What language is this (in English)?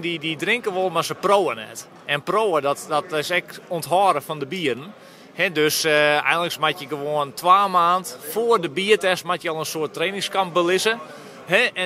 Western Frisian